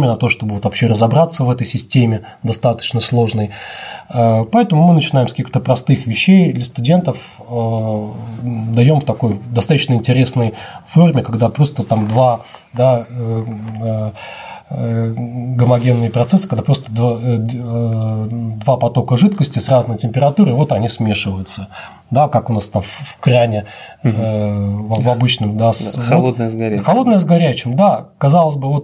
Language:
Russian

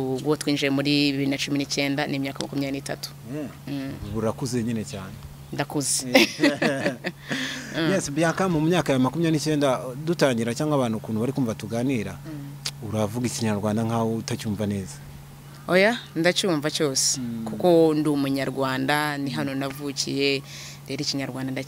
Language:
Kinyarwanda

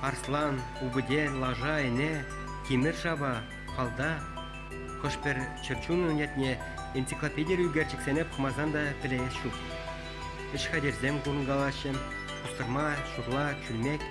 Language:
Chuvash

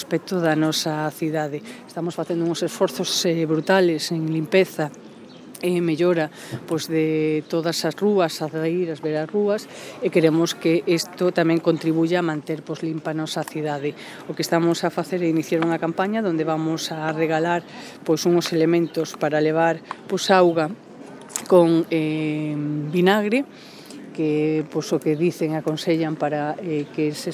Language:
Galician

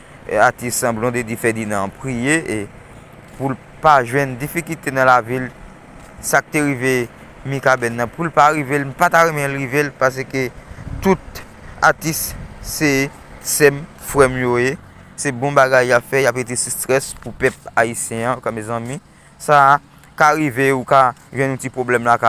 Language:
Haitian Creole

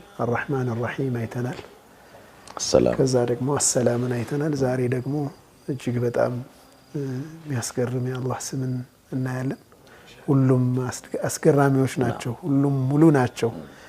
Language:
Amharic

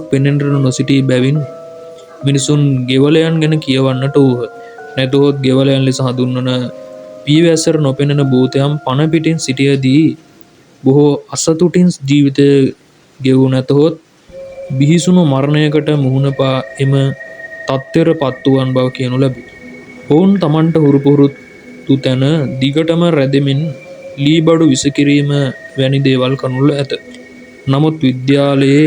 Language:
Sinhala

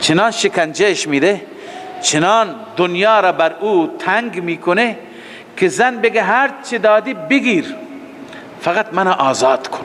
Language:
Persian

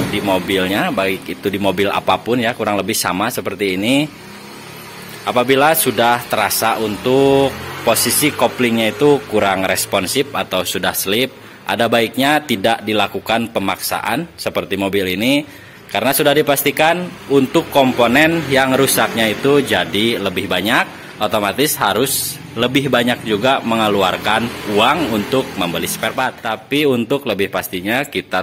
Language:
Indonesian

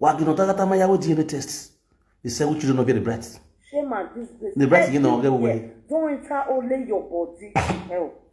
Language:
Nigerian Pidgin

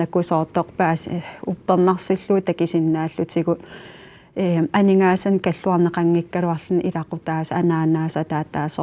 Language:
Kalaallisut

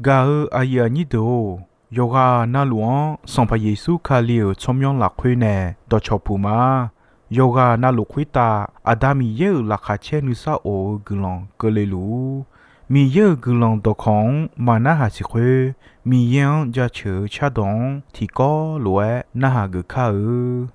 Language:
Akha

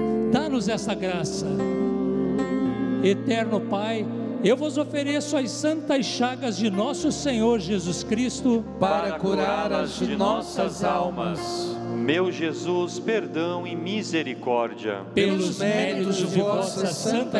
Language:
Portuguese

